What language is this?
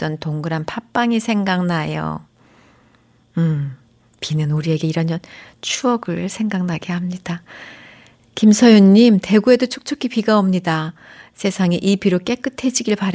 Korean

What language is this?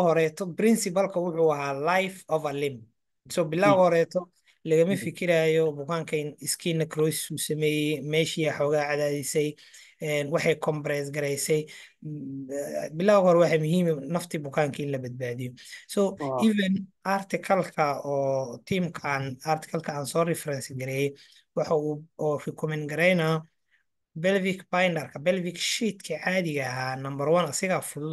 Somali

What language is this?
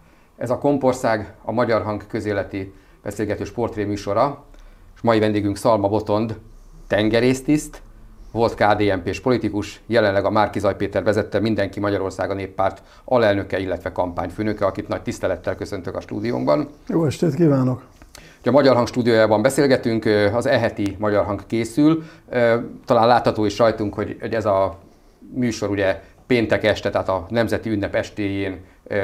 Hungarian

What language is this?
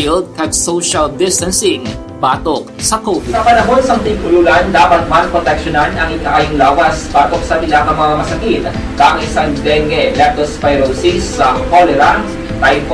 Hiligaynon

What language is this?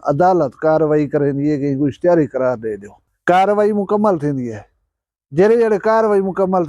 Saraiki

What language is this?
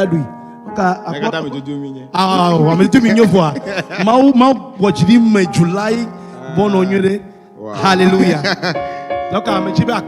Ewe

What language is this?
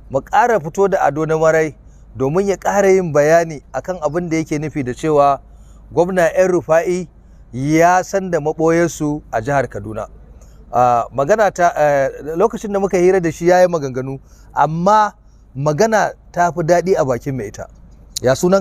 Hausa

